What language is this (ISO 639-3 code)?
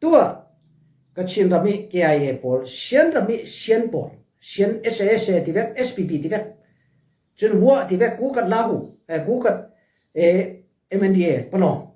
cfm